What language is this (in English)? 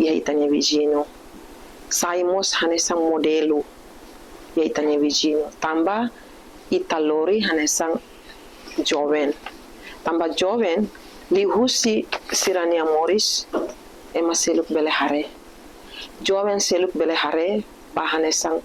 Tetum